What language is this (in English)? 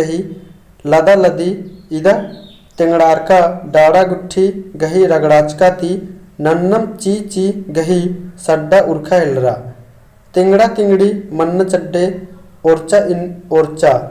Kurukh